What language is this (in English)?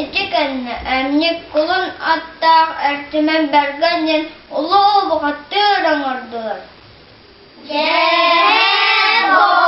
Yakut